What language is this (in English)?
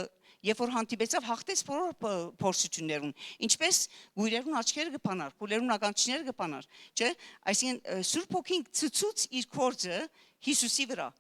Western Armenian